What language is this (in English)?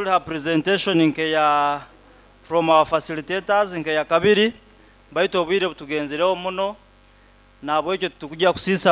Nyoro